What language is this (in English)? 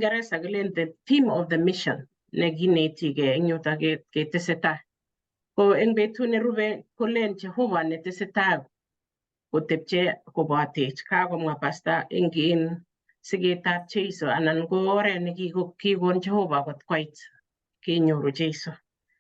Kalenjin